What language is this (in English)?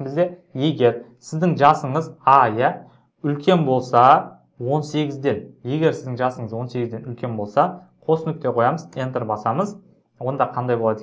Kazakh